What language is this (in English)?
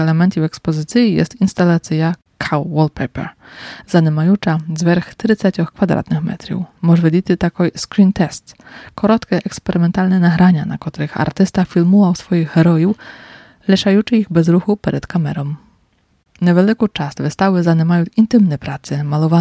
Polish